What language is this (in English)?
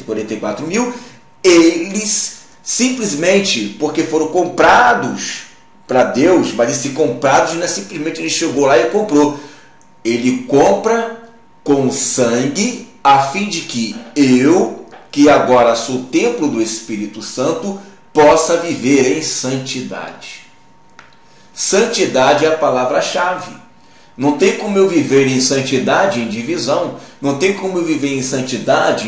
Portuguese